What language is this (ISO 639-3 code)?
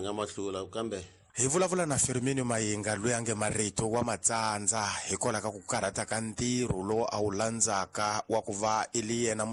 tso